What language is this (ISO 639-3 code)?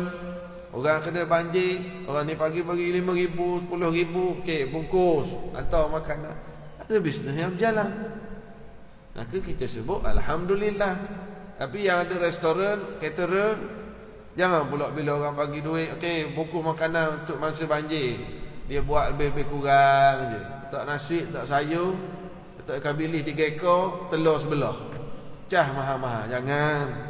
msa